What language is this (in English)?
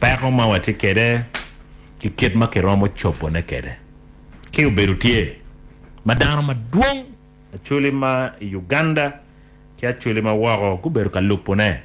Acoli